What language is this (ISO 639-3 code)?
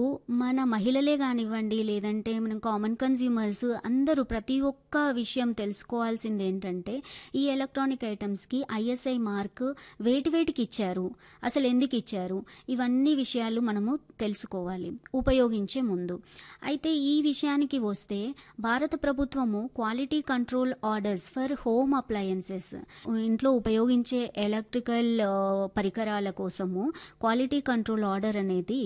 tel